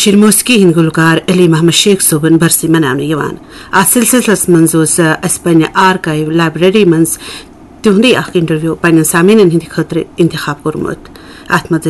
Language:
Kashmiri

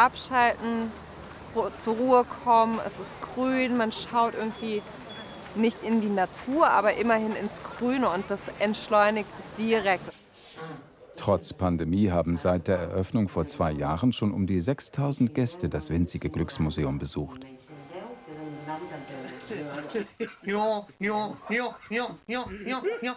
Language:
German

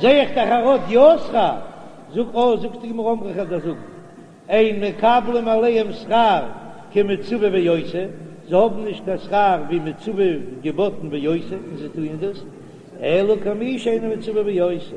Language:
Yiddish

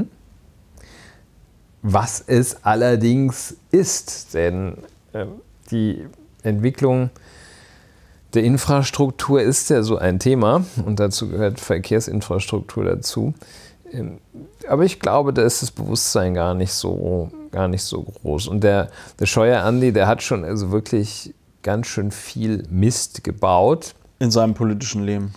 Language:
German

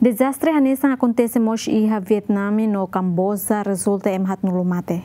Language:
Tetum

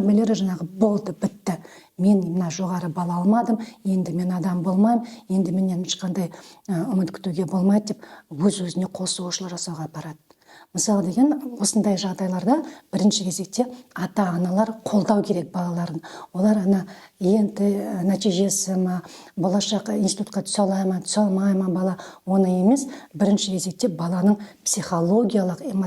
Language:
Kazakh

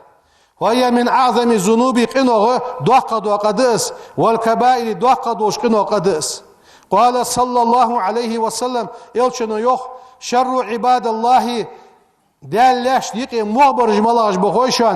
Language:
Ingush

